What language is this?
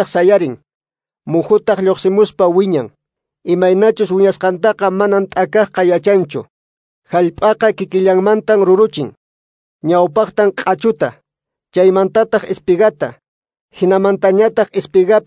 Quechua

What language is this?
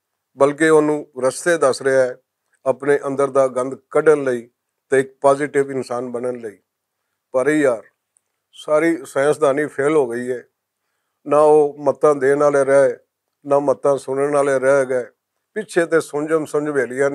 Western Panjabi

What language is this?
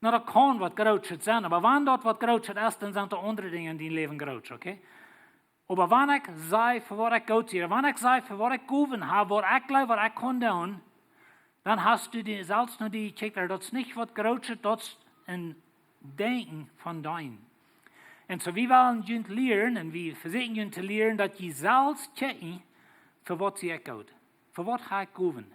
Plautdietsch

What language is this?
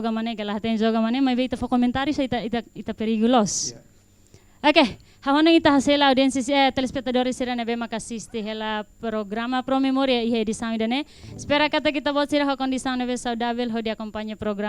Tetum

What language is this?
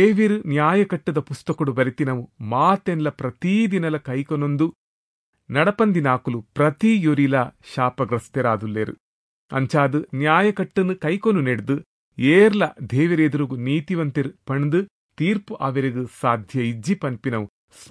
Tulu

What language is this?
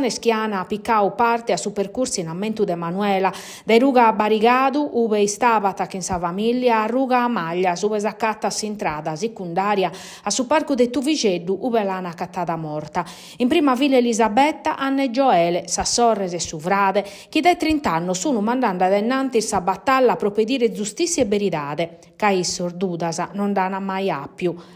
Sardinian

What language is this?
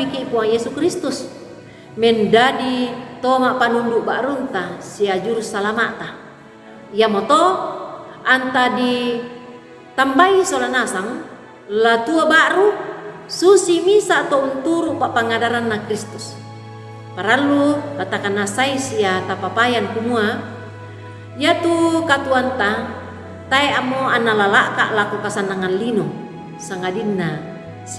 Toraja-Sa'dan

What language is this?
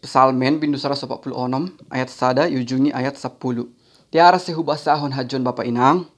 Batak Simalungun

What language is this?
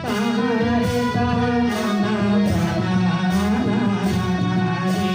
Santali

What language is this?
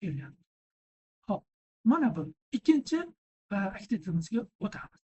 Uzbek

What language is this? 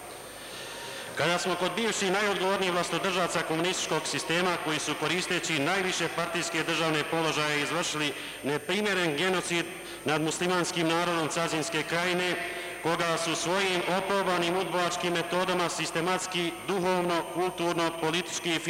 Bosnian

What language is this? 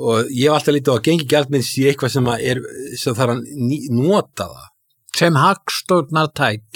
Icelandic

